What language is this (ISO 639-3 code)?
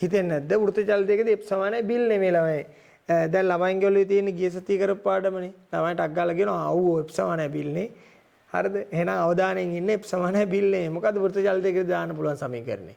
sin